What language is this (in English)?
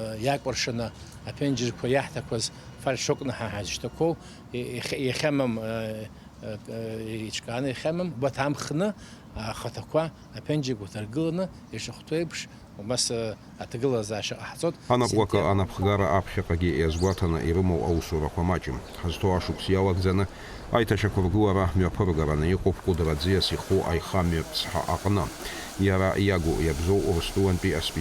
Abkhazian